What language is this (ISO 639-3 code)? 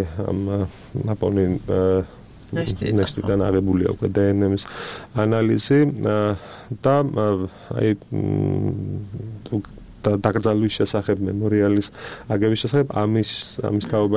kat